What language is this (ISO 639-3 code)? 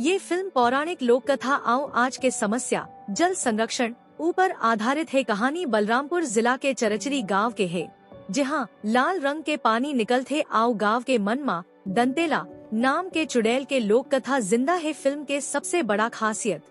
hne